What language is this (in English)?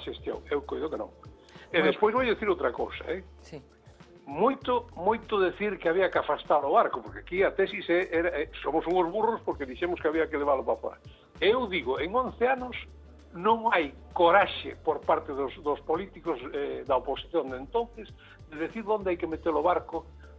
Galician